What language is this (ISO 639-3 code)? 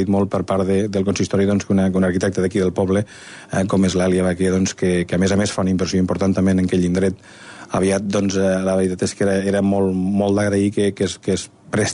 cat